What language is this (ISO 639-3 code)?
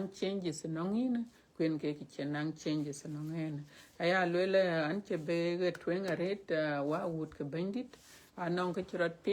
din